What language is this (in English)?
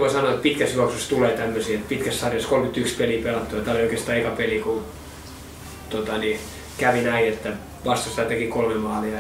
Finnish